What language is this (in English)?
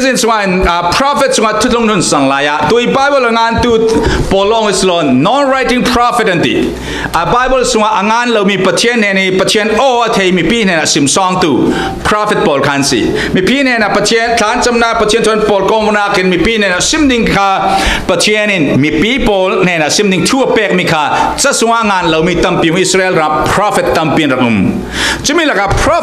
Falam Chin